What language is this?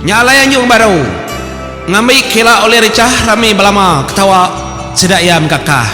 Iban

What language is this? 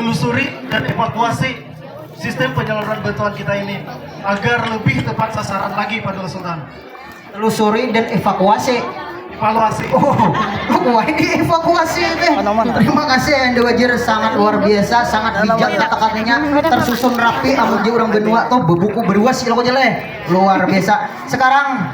Banjar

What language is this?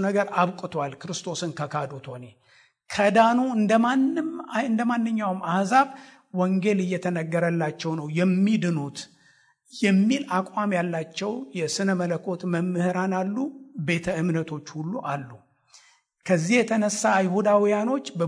Amharic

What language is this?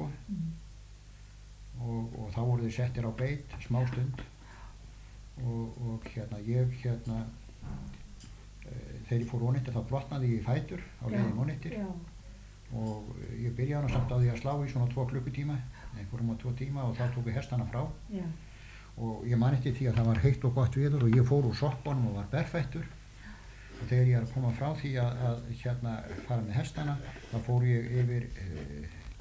Icelandic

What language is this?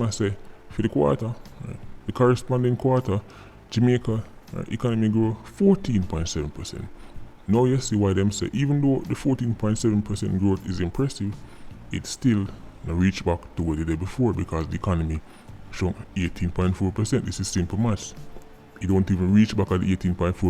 Jamaican Creole English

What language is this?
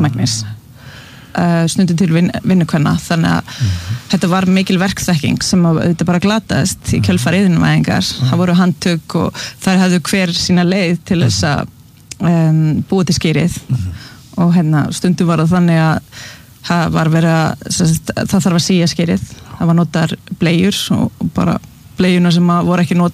Icelandic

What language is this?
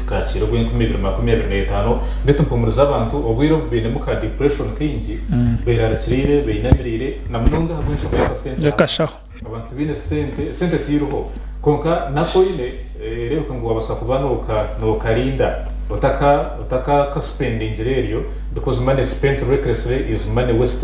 Nyankole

